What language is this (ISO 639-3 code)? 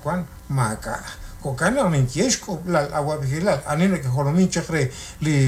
kek